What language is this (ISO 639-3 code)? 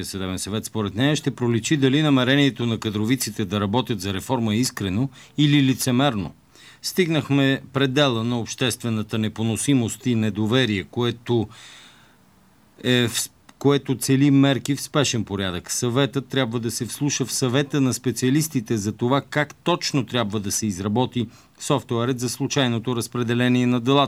bul